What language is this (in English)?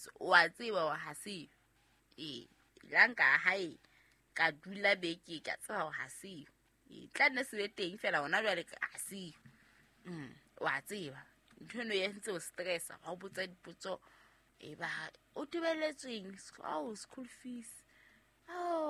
Southern Sotho